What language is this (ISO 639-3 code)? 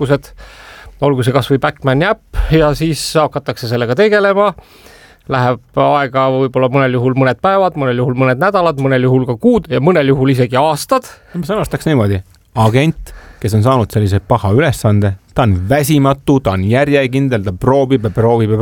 est